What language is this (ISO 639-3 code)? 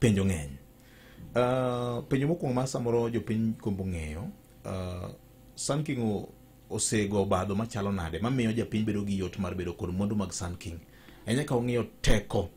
luo